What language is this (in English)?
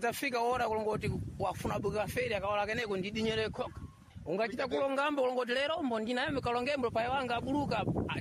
Sena